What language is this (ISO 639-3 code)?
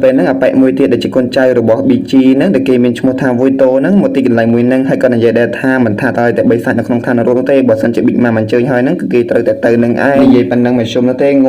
khm